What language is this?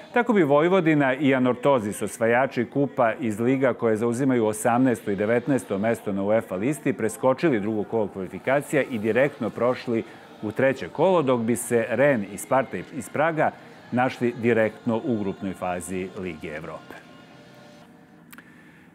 Serbian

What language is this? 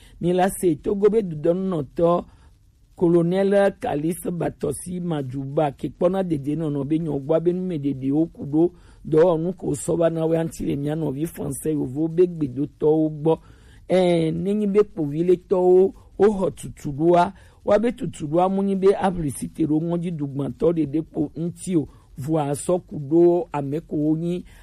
Gen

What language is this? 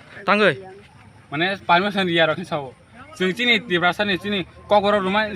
Kok Borok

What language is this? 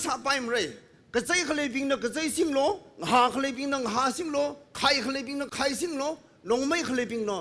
Tangkhul Naga (India)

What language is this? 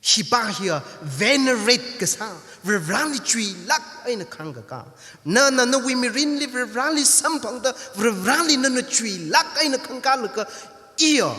Tangkhul Naga (India)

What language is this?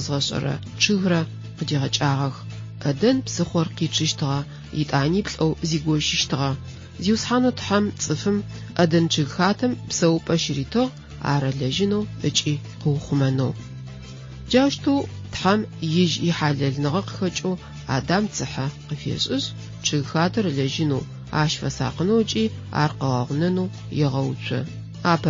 Adyghe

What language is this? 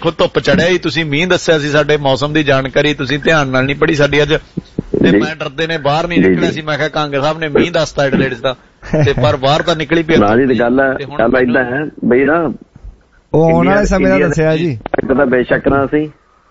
Punjabi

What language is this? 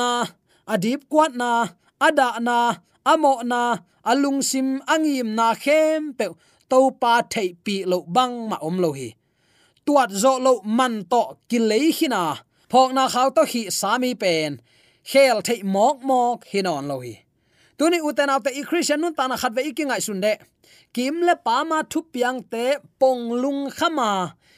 Tedim Chin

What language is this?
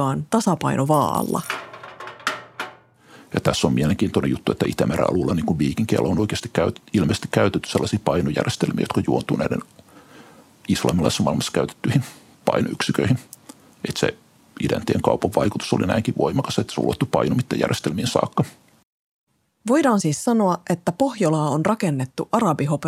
Finnish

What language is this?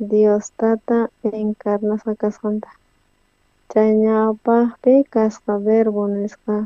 South Bolivian Quechua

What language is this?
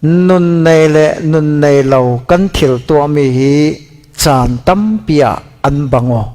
Falam Chin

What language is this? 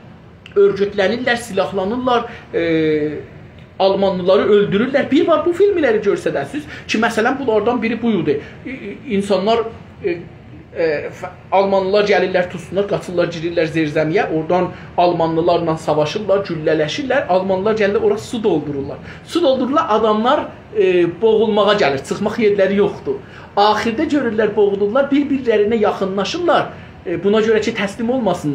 South Azerbaijani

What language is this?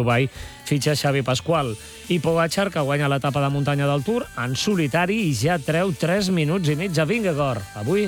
Catalan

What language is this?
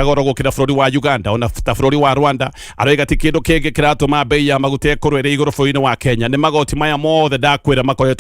Kikuyu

